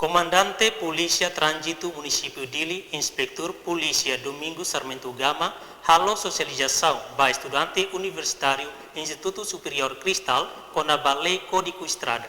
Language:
Tetum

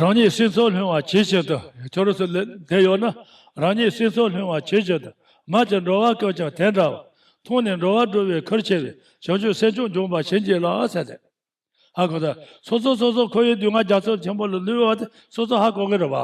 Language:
Tibetan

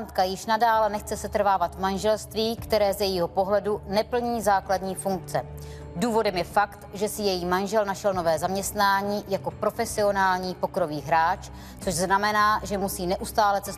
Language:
Czech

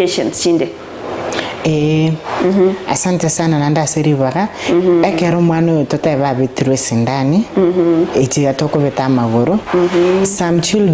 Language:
Gusii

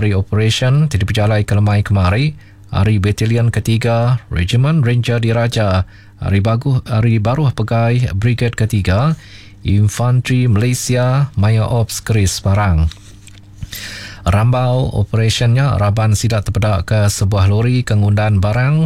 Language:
Iban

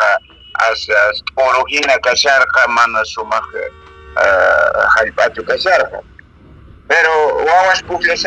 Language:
Quechua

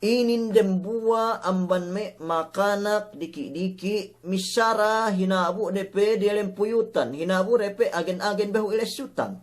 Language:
Yakan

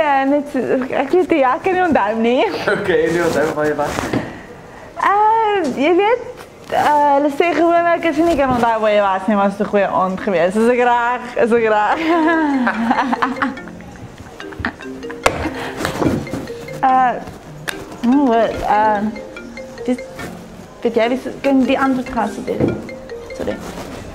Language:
Afrikaans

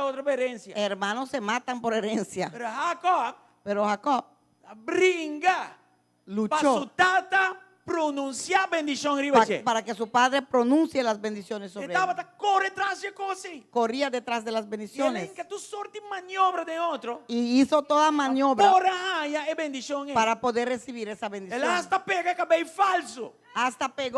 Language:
Papiamento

